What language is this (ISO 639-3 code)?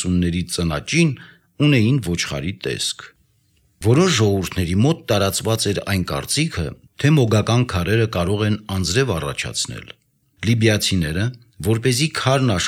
hye